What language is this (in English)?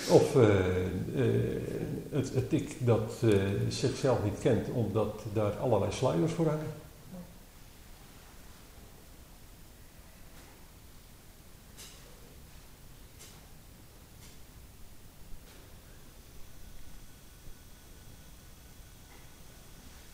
Dutch